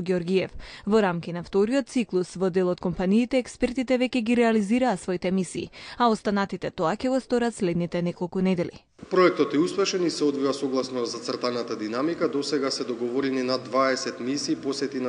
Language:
Macedonian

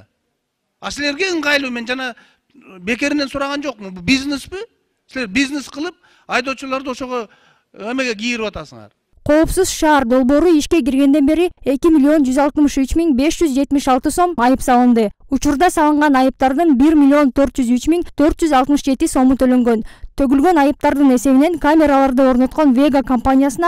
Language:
Kyrgyz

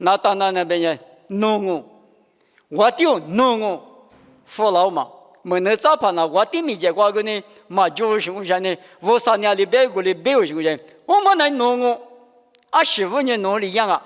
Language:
Lisu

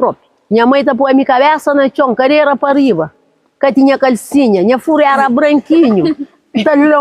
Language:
Kabuverdianu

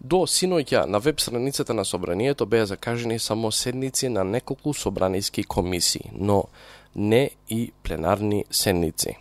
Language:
Macedonian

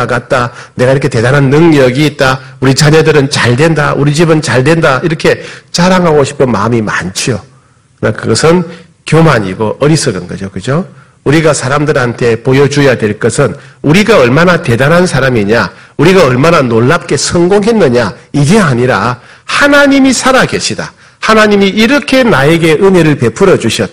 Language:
Korean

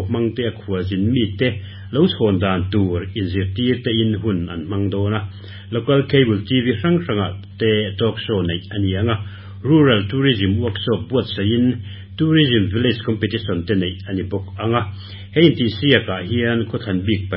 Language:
Mizo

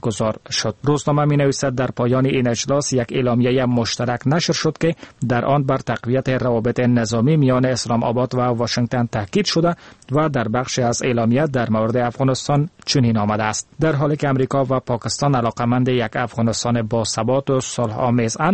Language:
Persian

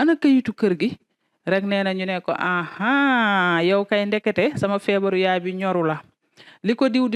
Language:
Wolof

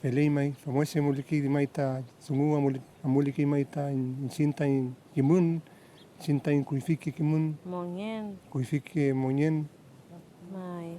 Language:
Mapuche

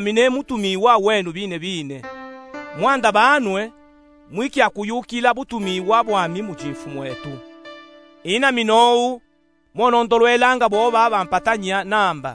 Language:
Luba-Katanga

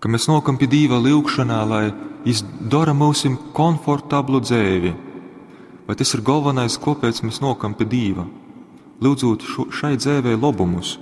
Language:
Latgalian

